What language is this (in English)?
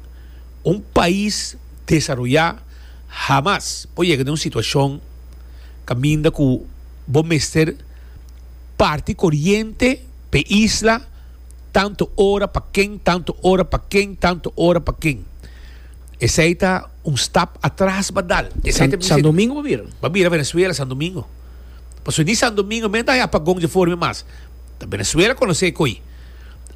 Papiamento